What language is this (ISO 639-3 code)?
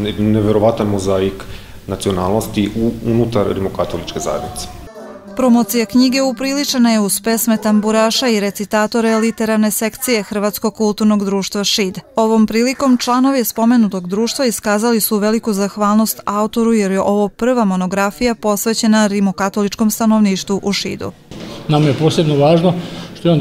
srp